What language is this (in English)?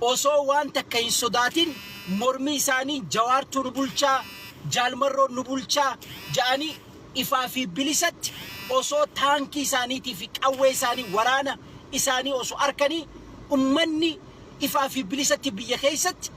Oromo